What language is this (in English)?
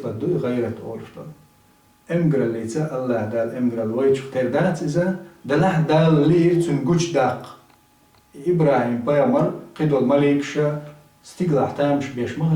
Chechen